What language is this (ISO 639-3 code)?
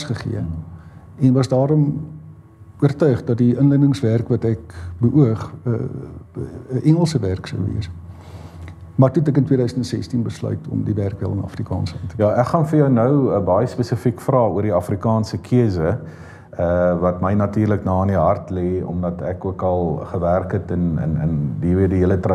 afr